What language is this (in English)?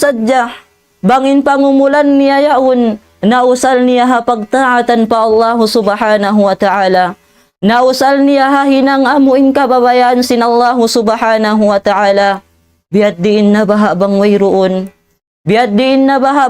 Tausug